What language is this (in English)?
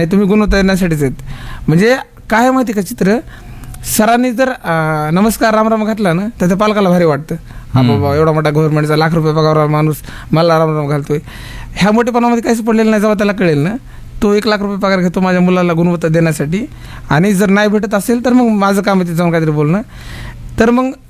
Marathi